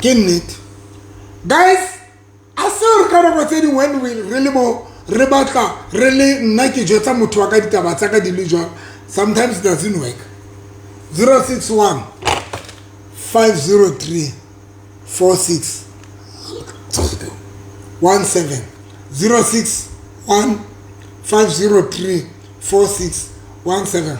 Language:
Southern Sotho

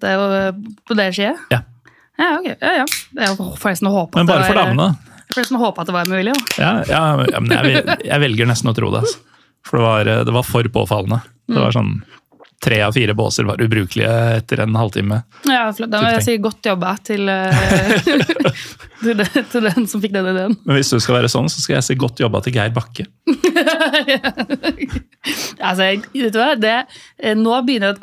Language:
Norwegian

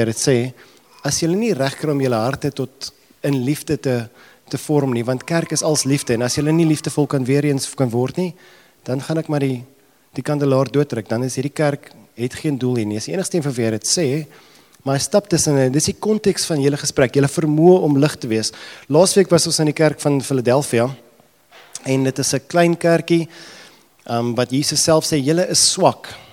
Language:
Afrikaans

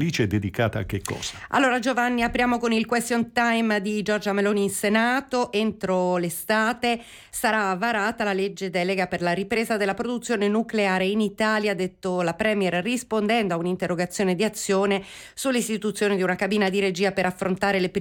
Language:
Italian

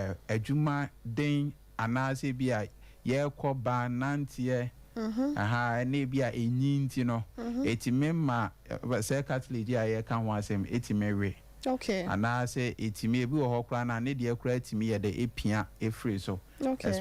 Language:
Akan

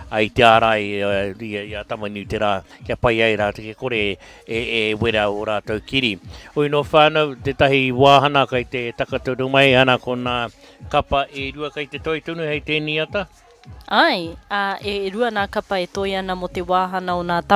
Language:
Māori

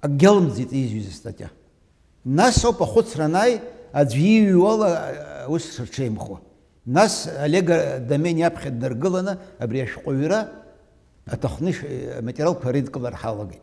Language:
Abkhazian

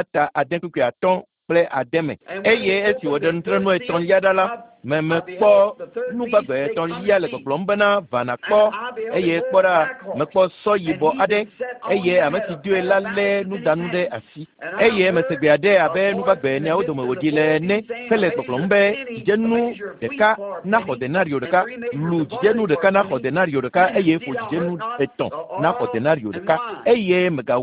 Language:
Ewe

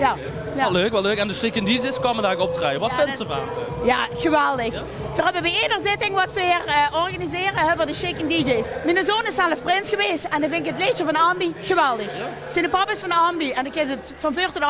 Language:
Limburgish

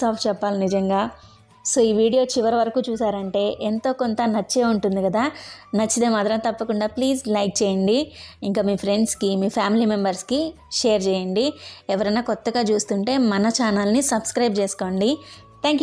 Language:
Telugu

